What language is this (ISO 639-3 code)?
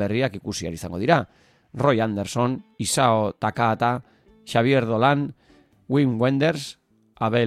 eus